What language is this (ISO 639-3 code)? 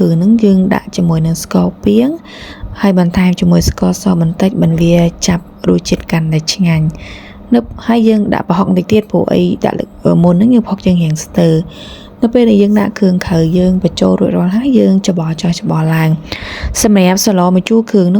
khm